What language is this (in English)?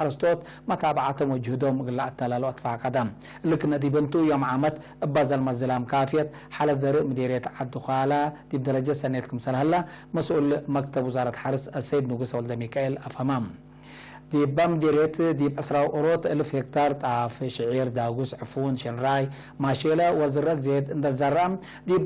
Tigre